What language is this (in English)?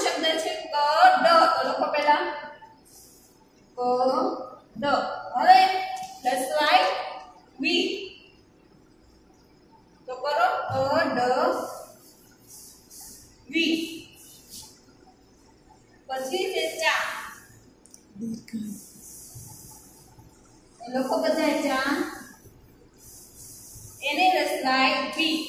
Gujarati